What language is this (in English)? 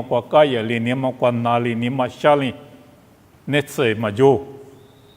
Lisu